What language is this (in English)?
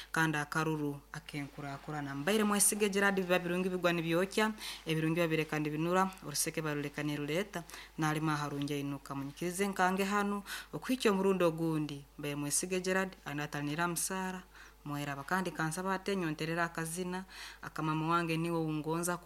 Nyankole